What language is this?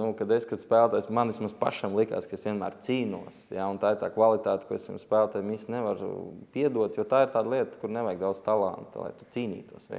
Latvian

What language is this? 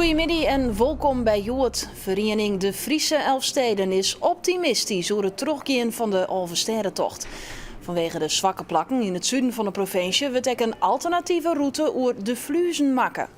Western Frisian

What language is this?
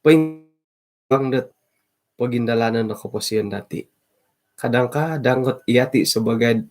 Central Dusun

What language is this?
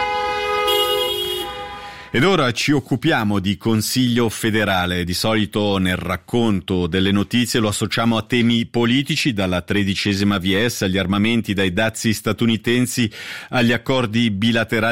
Italian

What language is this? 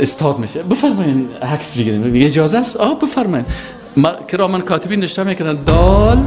Persian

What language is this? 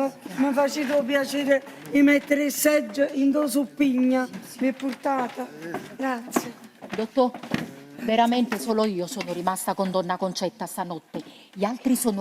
Neapolitan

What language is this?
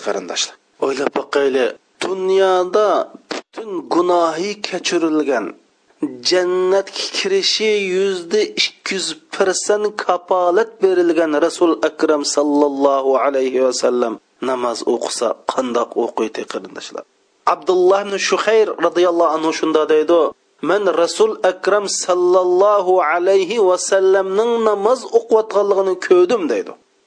Uyghur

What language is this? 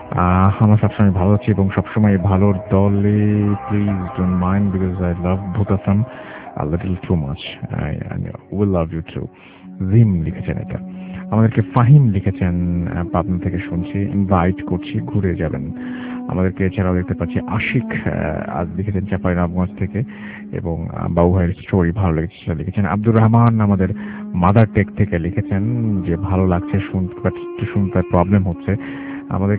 Bangla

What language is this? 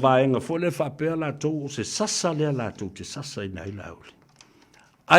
Samoan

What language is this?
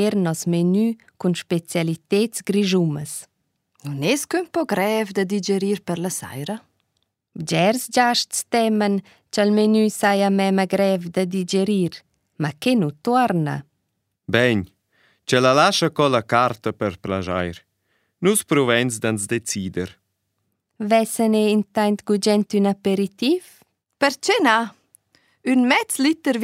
Romansh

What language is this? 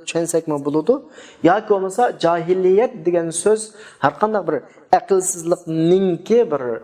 Uyghur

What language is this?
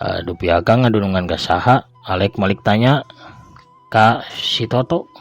Sundanese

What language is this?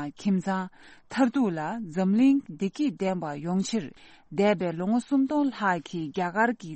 Tibetan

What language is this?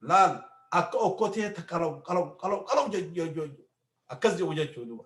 Oromo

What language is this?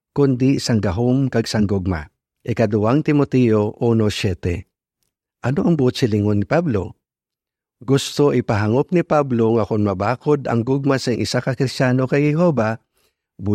Hiligaynon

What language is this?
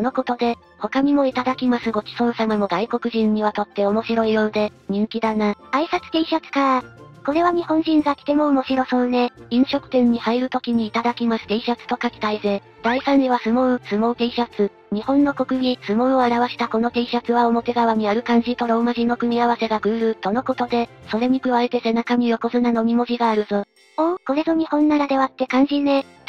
Japanese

